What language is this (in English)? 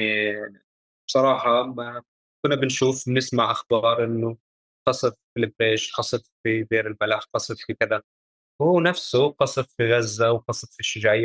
North Levantine Arabic